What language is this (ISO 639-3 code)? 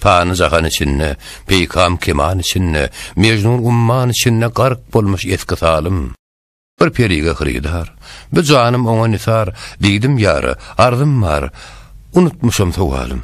tuk